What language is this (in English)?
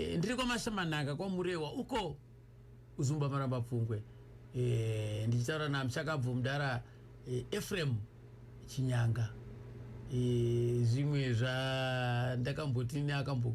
Shona